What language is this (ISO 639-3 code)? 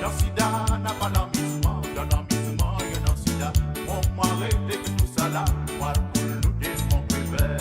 mfe